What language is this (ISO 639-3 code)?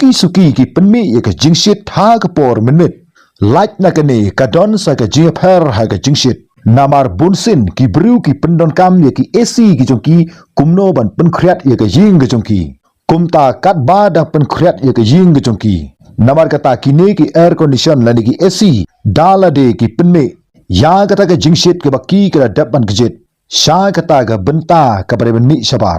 kha